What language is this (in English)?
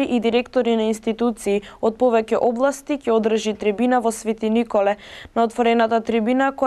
Macedonian